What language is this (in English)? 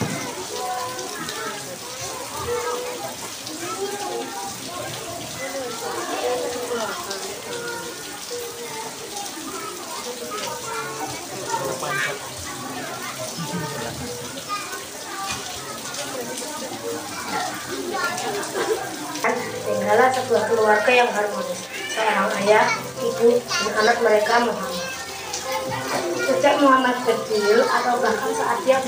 Indonesian